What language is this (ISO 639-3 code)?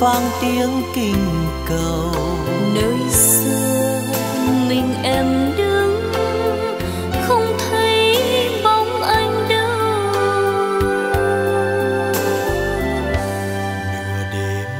vie